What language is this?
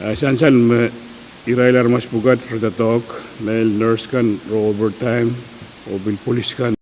Pohnpeian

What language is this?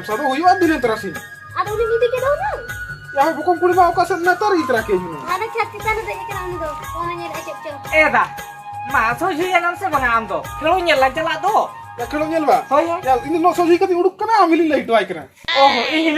Santali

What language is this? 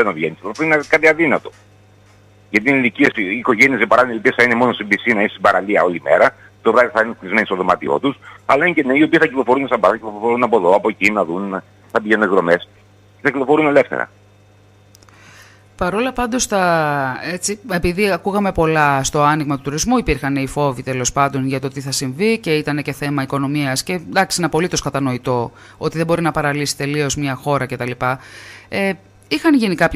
Greek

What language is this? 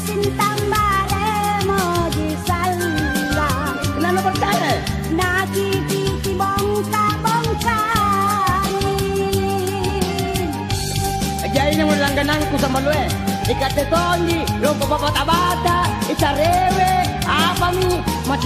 Makasar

